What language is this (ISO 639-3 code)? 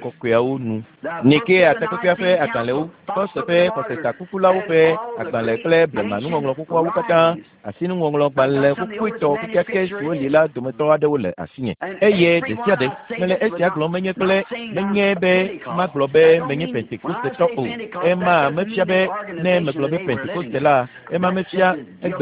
ewe